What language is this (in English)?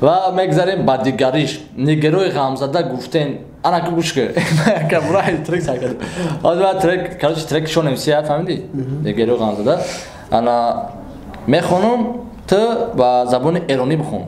Tajik